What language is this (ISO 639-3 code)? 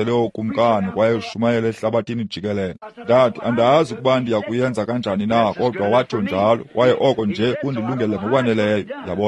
xho